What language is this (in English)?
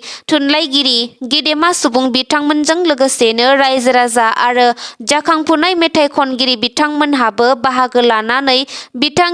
Bodo